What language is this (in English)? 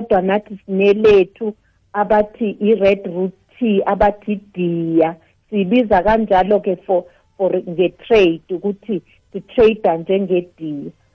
South Ndebele